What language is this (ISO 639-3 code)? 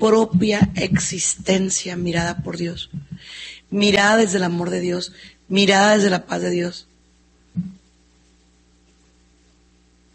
spa